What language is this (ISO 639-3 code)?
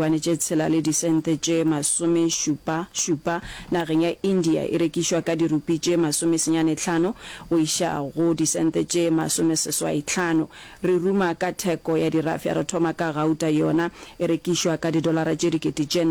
nso